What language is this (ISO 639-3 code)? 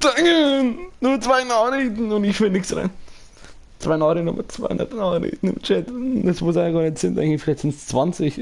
bar